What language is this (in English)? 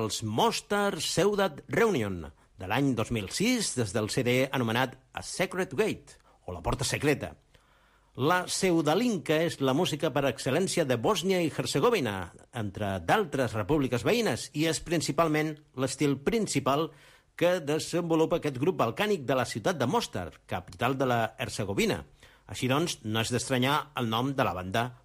Catalan